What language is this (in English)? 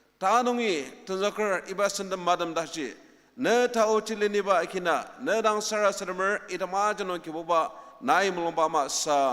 Ao Naga